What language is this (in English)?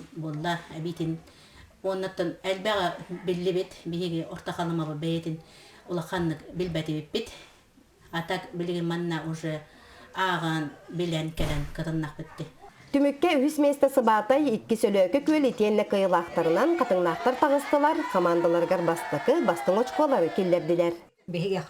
Yakut